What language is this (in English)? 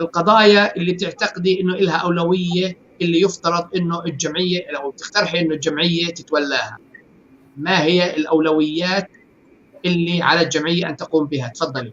North Levantine Arabic